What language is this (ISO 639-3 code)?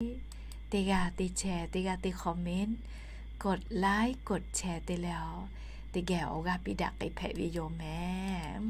lhu